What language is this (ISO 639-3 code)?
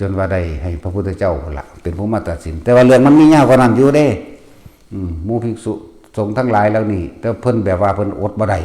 tts